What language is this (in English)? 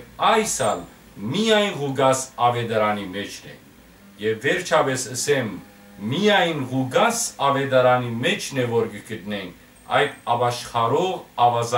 Western Armenian